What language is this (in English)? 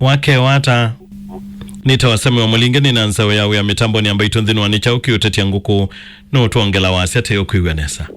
Kamba